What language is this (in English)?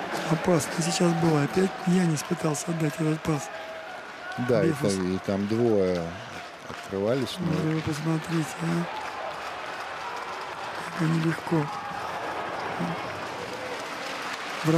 Russian